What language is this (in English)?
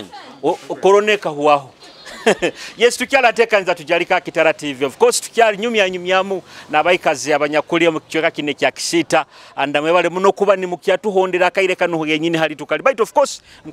Nyoro